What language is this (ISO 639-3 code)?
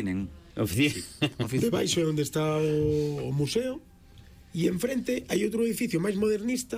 glg